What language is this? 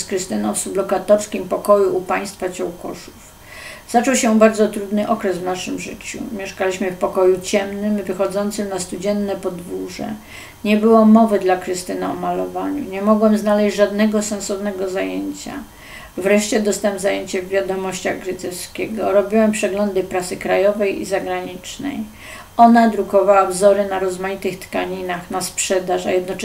Polish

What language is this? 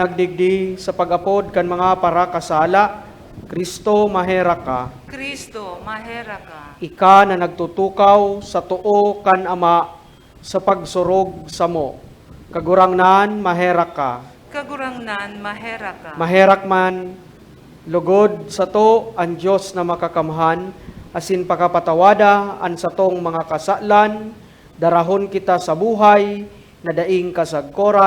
Bikol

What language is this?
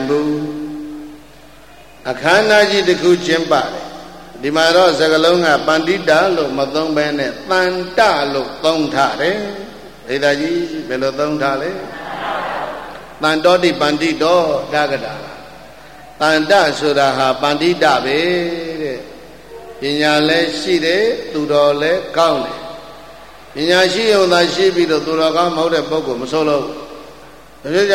Burmese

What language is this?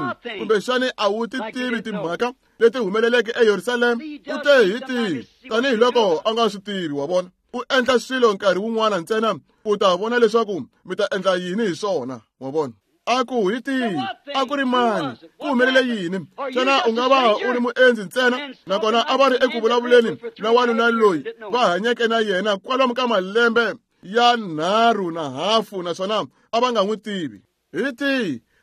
Tsonga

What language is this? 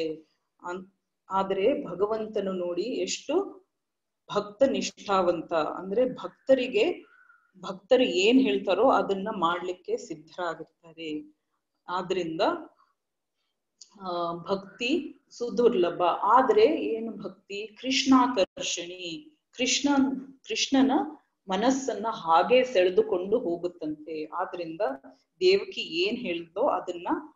Kannada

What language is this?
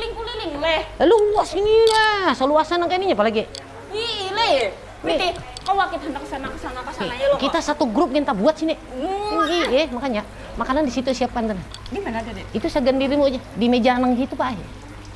Banjar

